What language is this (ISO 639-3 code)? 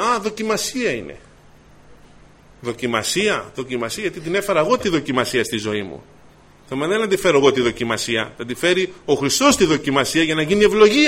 ell